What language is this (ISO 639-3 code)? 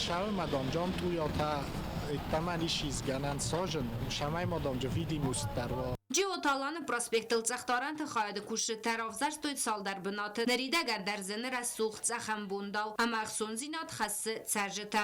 oss